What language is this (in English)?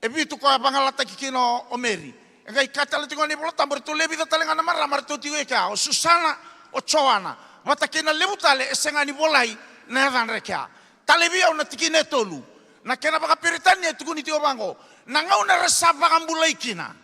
Fijian